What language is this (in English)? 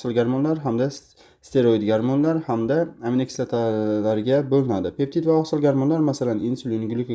Uzbek